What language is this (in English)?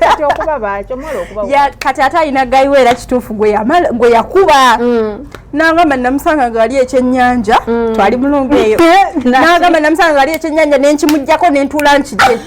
Ganda